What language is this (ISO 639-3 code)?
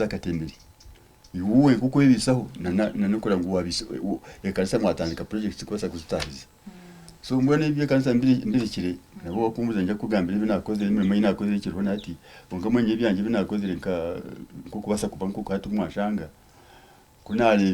nyn